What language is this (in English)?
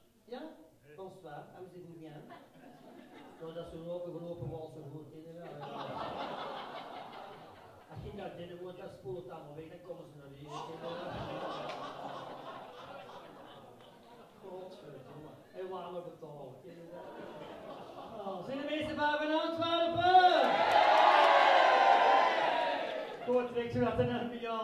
Dutch